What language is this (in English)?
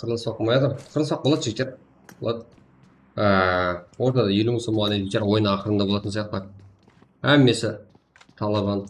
Kara-Kalpak